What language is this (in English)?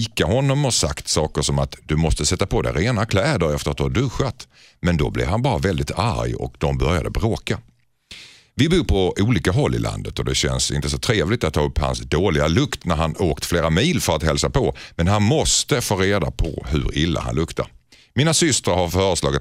Swedish